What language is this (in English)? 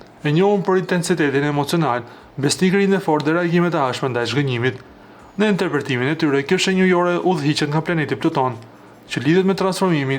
Albanian